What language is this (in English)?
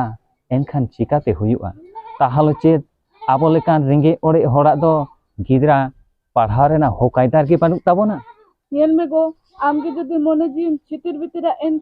Santali